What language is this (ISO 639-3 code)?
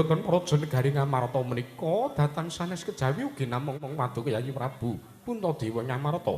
jav